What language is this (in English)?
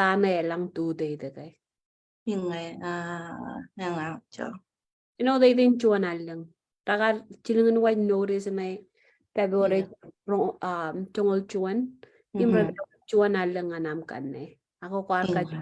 Marshallese